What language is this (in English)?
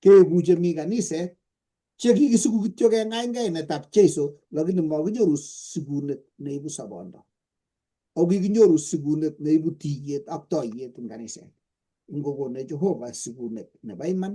Kalenjin